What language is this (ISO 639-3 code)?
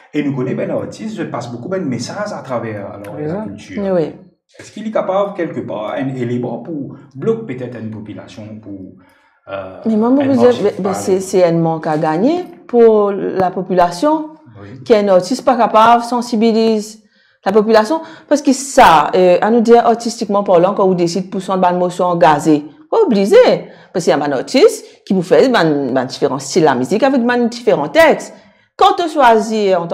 mfe